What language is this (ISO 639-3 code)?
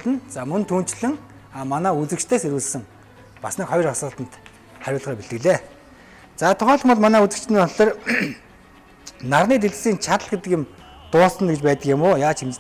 mon